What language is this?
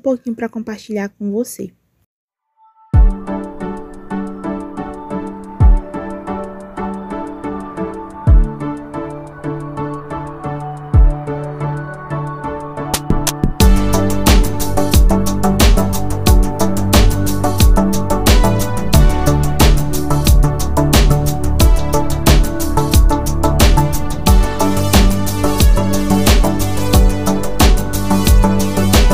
Portuguese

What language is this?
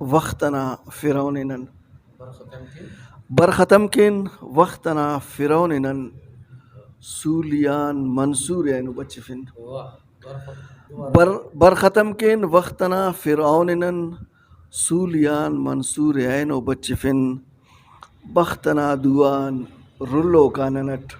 Brahui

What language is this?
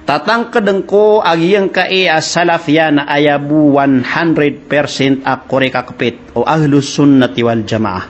Maranao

